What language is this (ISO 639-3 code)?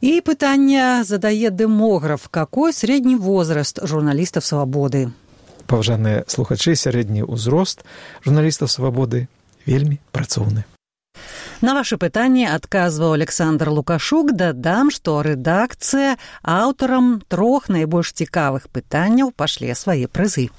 bel